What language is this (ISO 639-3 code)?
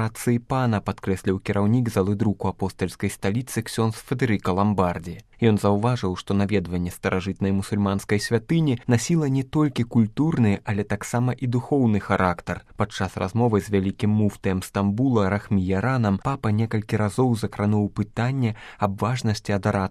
bel